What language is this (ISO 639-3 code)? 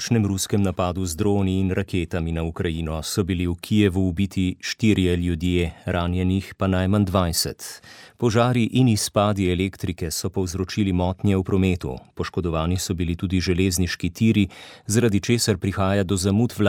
slv